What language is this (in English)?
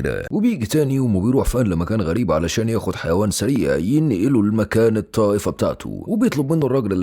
Egyptian Arabic